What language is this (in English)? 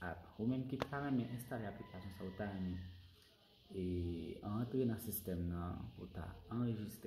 Haitian Creole